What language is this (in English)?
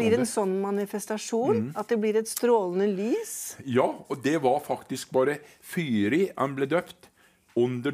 Norwegian